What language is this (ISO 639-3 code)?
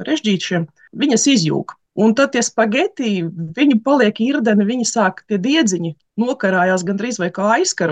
lav